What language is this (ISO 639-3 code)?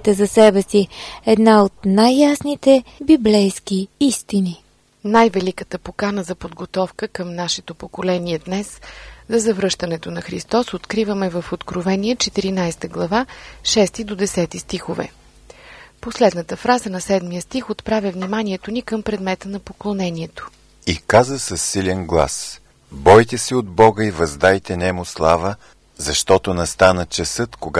bul